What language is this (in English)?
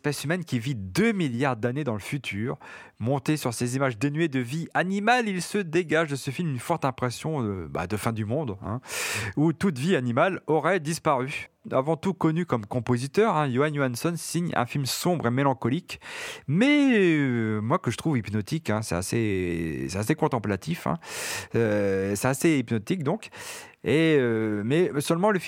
French